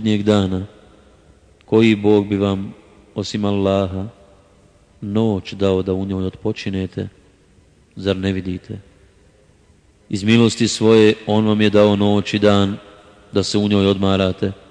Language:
Bosnian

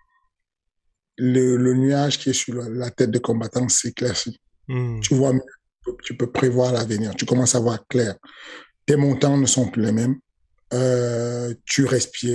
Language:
French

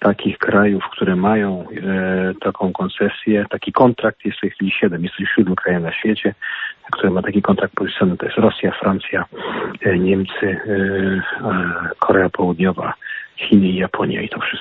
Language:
Polish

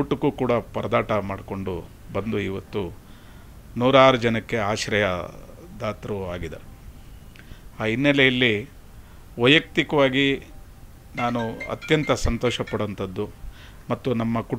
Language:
Kannada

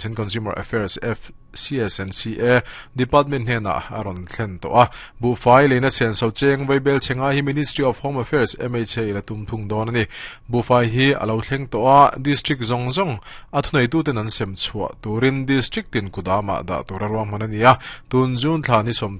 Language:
Mizo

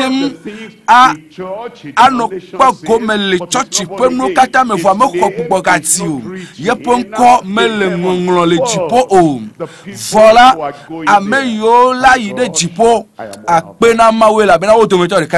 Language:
Ewe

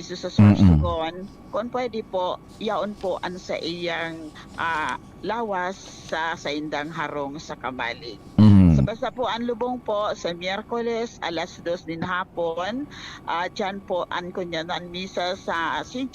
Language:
Bikol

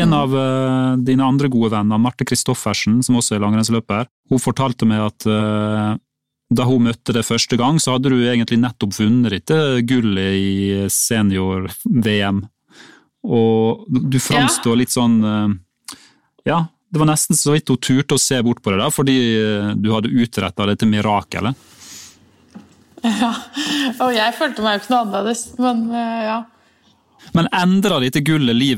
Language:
Norwegian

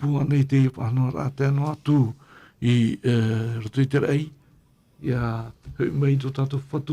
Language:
Tahitian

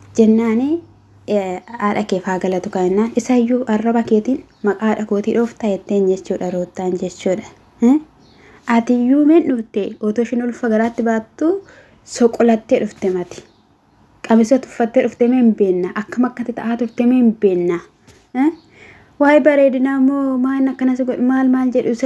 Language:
Oromo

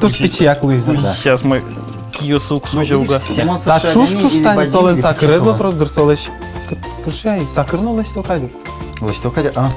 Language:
Udmurt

